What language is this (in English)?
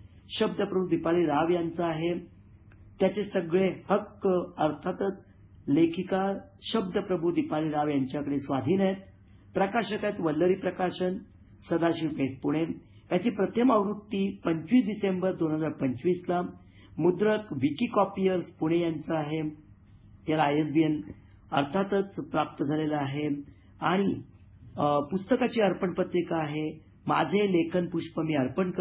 Marathi